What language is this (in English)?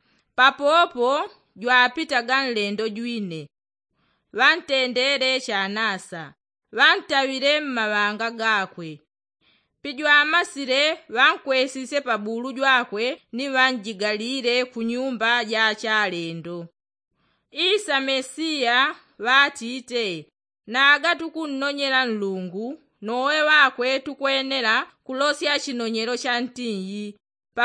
Yao